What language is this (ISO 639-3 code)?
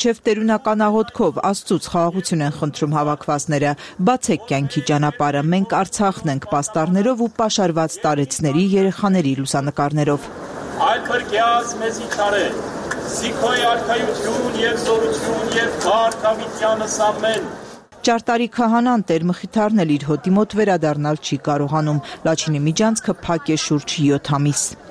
hye